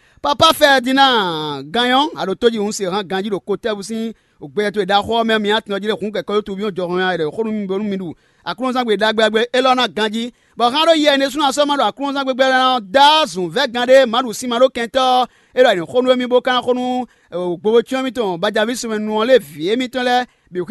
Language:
Fon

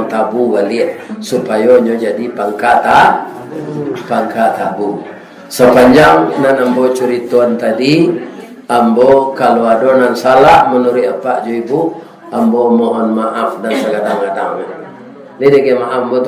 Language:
Minangkabau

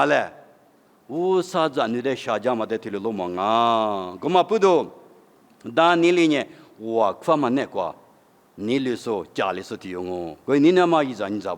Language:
Lisu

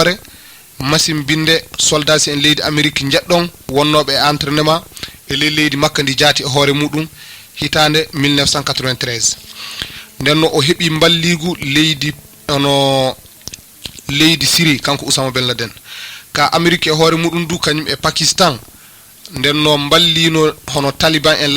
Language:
Fula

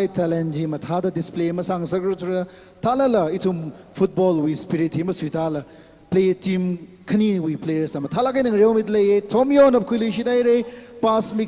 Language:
Tangkhul Naga (India)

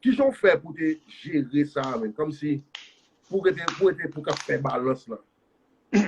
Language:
Haitian Creole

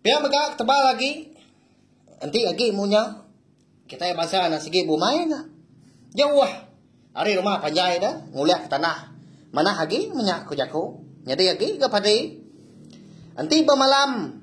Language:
Iban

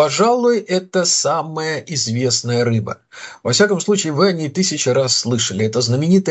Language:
Russian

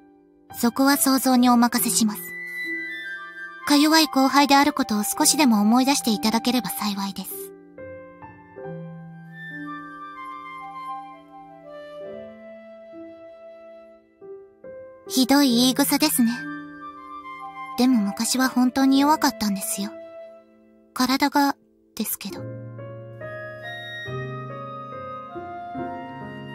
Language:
Japanese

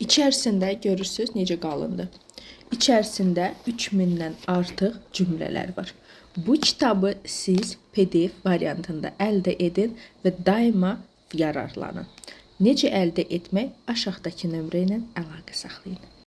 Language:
Azerbaijani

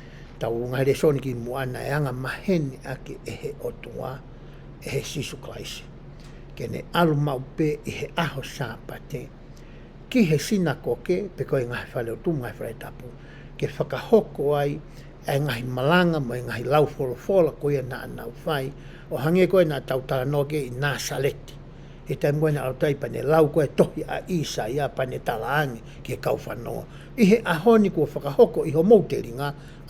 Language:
Tongan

